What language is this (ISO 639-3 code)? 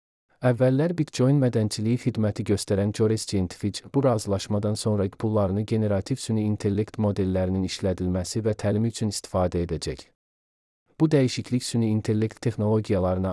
aze